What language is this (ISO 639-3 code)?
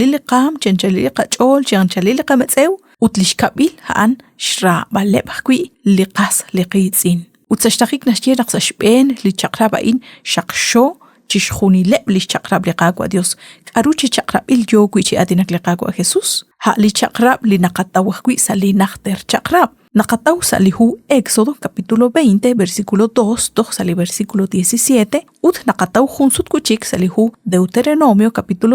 kek